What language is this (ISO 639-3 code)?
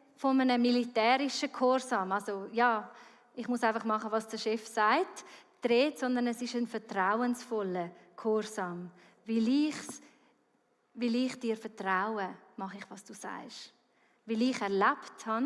gsw